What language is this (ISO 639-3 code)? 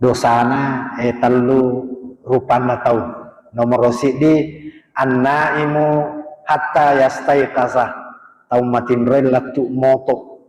bug